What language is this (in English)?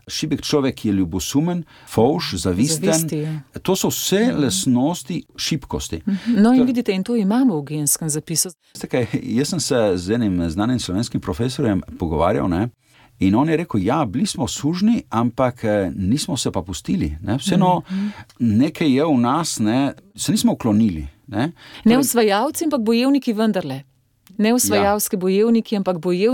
Slovenian